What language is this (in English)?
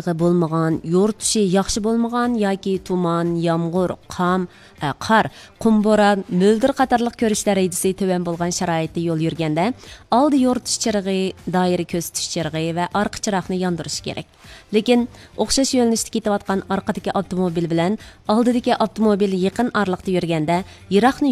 Uyghur